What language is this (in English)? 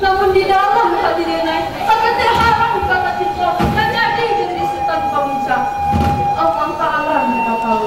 Minangkabau